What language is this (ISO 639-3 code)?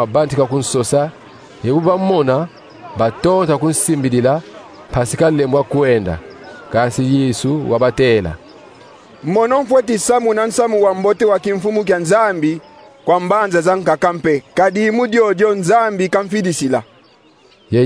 kon